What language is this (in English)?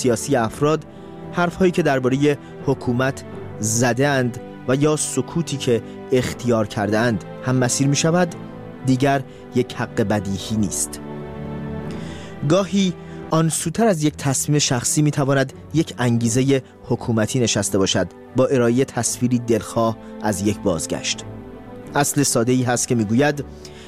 Persian